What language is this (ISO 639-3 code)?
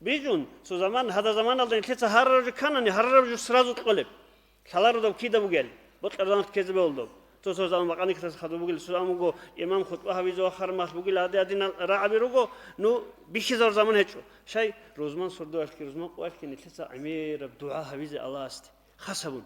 ava